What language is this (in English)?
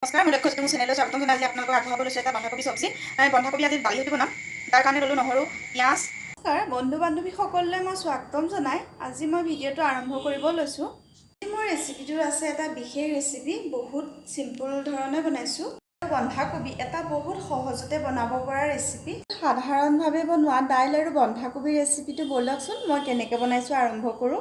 Assamese